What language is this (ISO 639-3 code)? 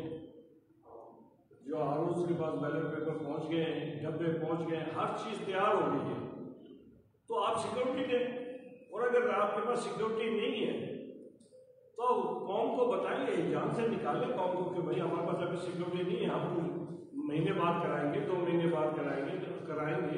urd